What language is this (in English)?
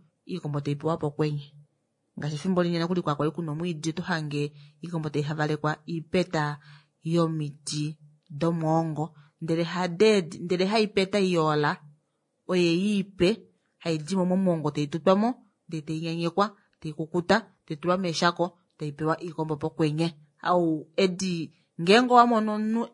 Kuanyama